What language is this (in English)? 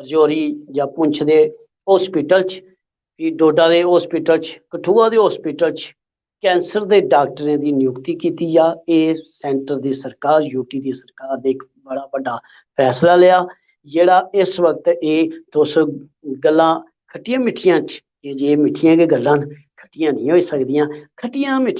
Dogri